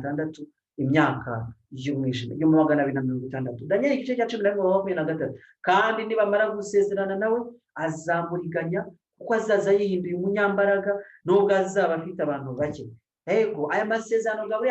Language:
Kinyarwanda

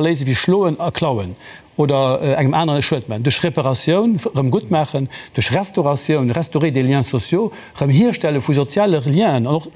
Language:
Luxembourgish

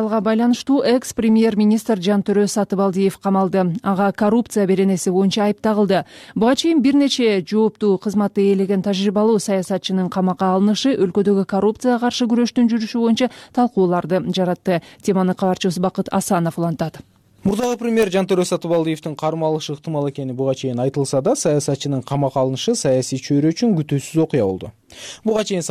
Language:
Kyrgyz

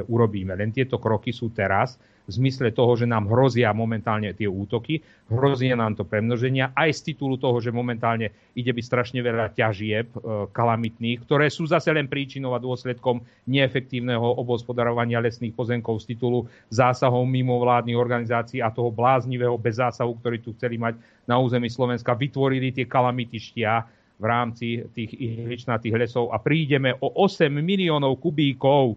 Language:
Slovak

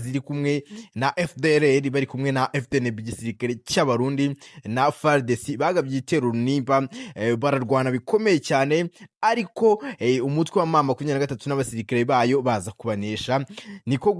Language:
Kinyarwanda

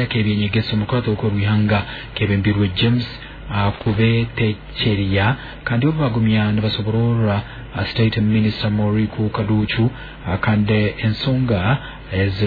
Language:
Nyoro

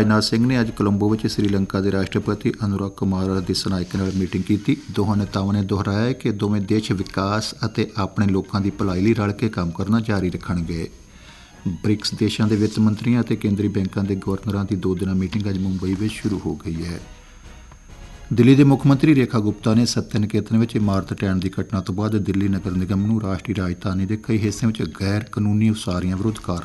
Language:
Punjabi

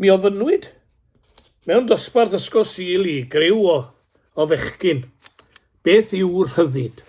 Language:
Welsh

